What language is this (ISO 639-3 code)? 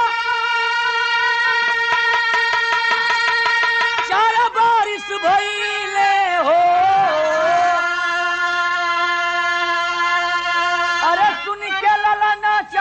bho